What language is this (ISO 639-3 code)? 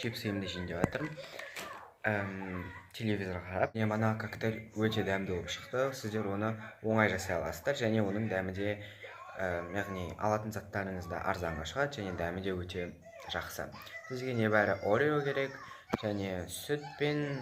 kaz